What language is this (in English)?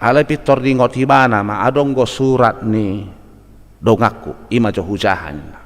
Batak Toba